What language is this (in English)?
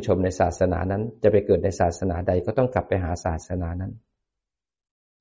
Thai